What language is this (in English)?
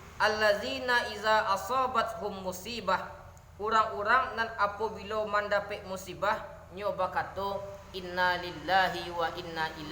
Minangkabau